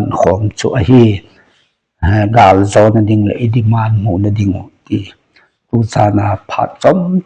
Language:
Thado Chin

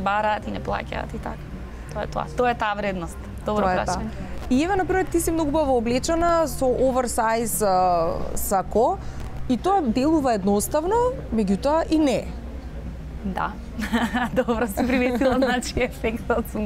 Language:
Macedonian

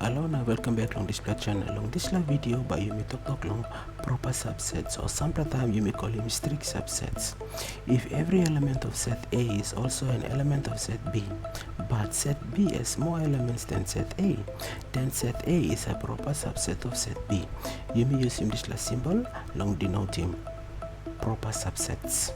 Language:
Tok Pisin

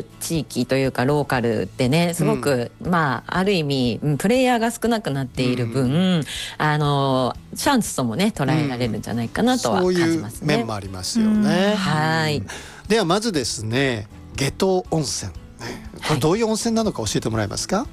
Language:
Japanese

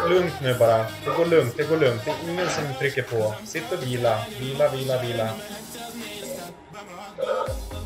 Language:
Swedish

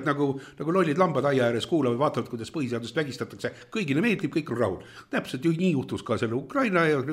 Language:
Estonian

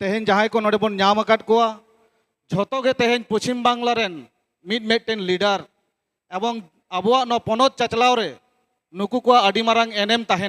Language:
Santali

